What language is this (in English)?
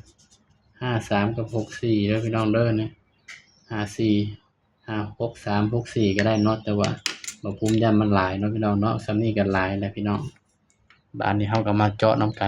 Northeastern Thai